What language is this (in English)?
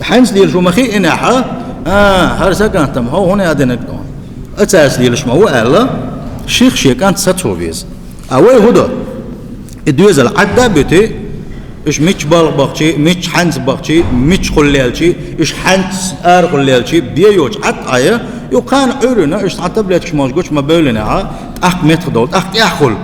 Chechen